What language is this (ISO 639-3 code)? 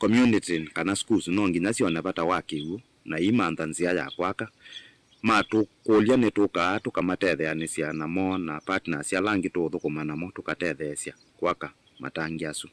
kam